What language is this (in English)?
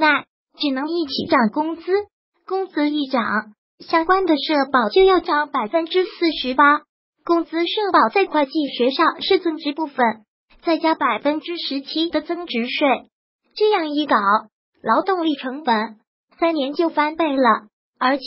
Chinese